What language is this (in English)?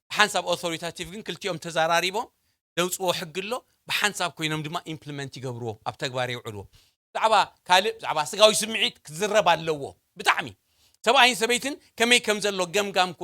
Tigrinya